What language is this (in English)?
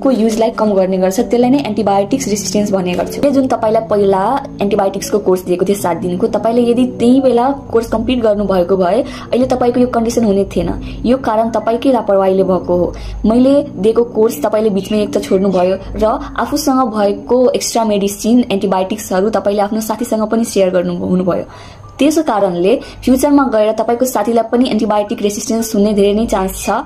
Nepali